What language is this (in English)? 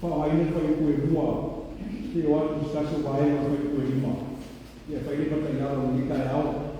Samoan